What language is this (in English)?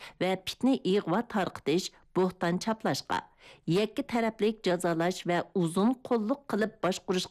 Uyghur